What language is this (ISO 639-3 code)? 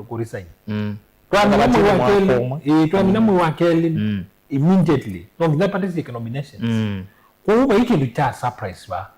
kam